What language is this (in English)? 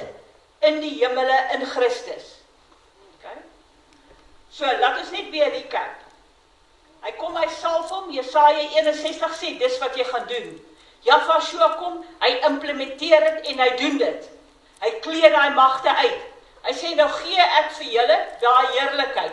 Afrikaans